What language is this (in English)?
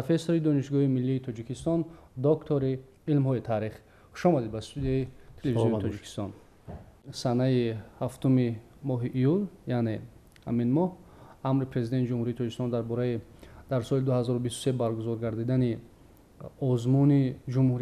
Tajik